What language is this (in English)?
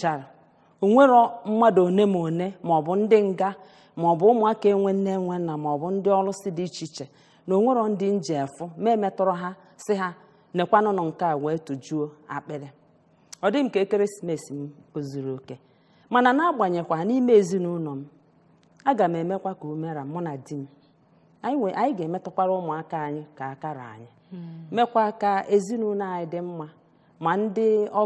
Igbo